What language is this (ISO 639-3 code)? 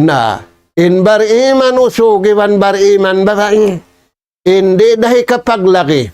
tsg